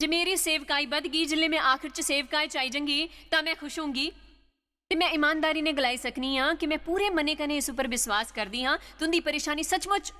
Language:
Dogri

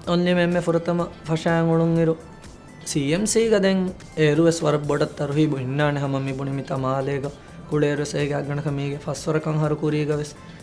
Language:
Divehi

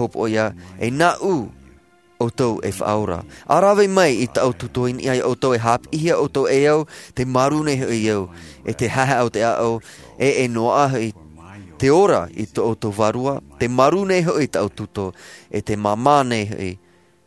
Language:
Tahitian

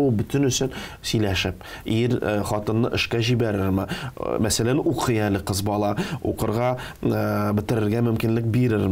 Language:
Tatar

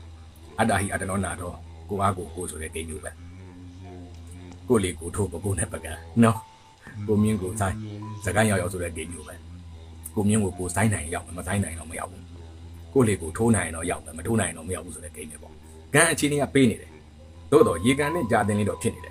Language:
Burmese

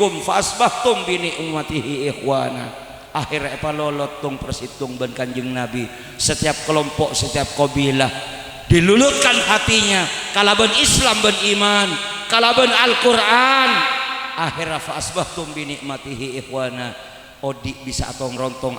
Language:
Madurese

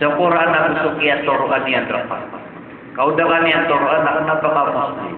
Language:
Maranao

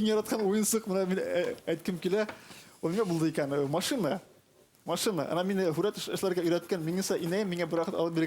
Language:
Bashkir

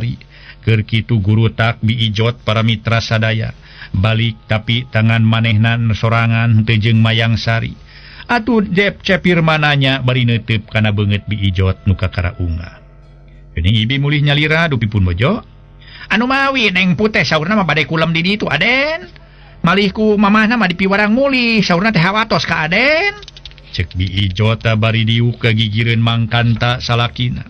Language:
Sundanese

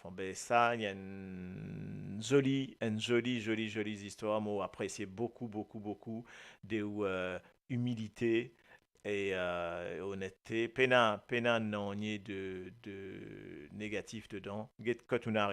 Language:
Morisyen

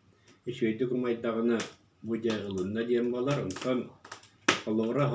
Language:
Yakut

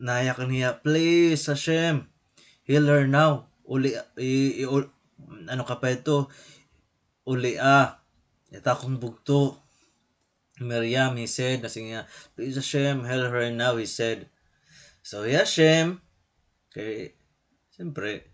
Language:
Waray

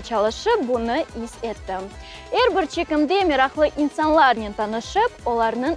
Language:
Crimean Tatar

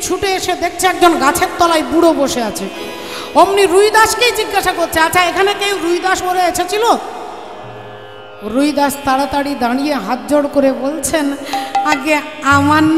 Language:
Bangla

